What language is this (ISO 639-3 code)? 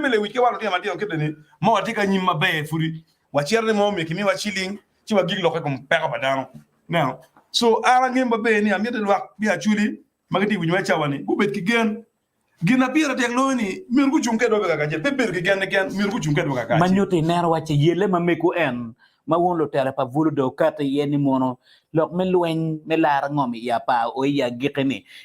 ach